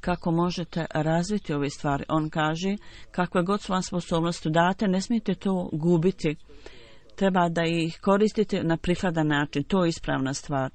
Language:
Bosnian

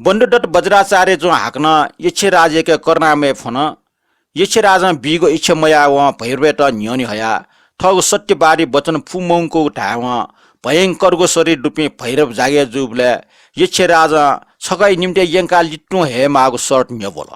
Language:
Newari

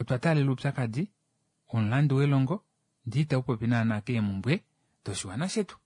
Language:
Kuanyama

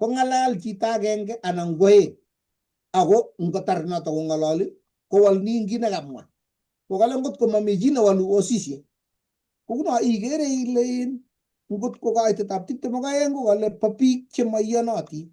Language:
Kalenjin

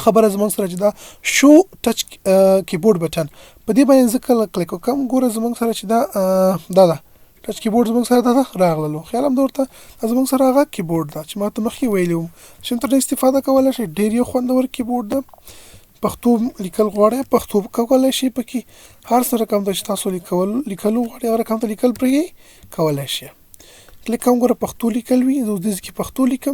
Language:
Pashto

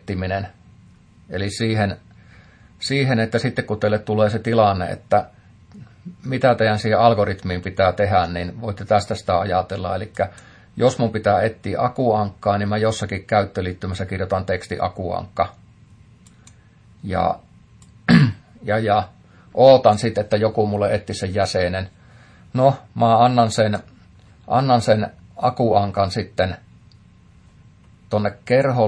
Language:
Finnish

